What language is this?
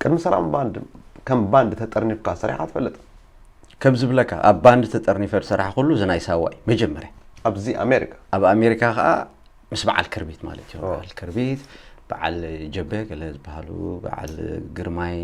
Tigrinya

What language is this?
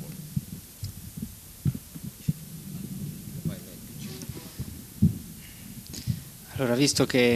Italian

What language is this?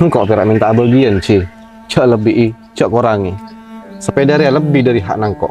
Madurese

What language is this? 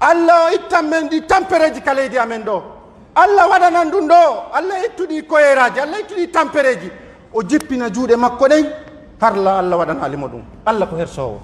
Pular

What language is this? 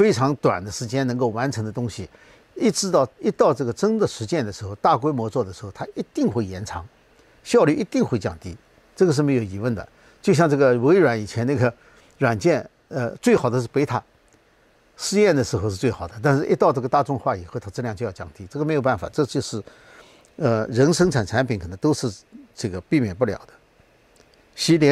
Chinese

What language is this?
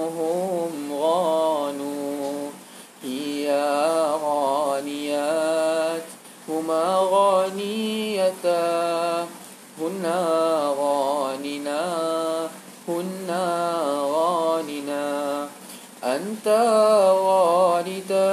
Malay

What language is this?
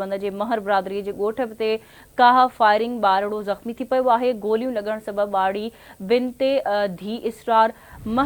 Sindhi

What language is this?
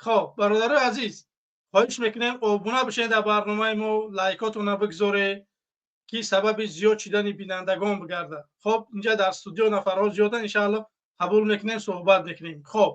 Tajik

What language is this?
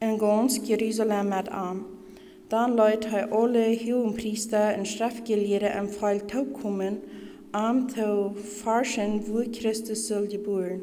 Plautdietsch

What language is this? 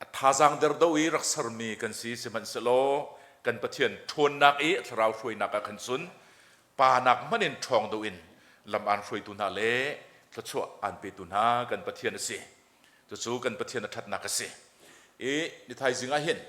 Hakha Chin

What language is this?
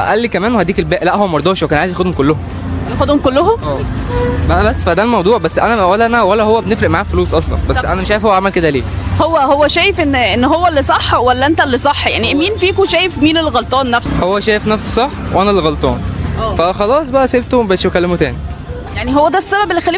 Egyptian Arabic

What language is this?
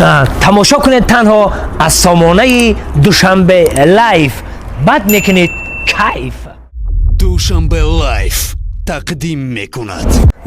Tajik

